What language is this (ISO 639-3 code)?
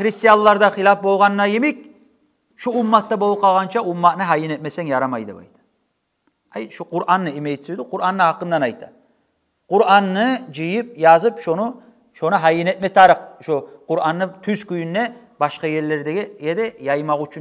kum